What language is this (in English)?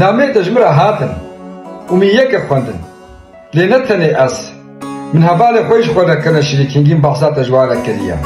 Kurdish